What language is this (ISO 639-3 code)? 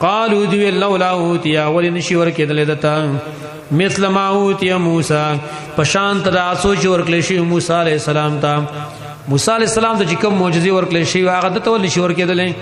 pus